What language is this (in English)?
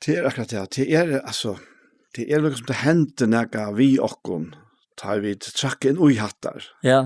Faroese